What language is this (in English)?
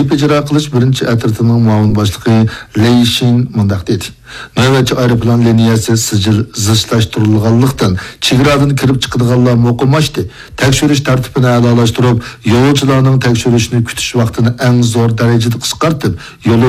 Uyghur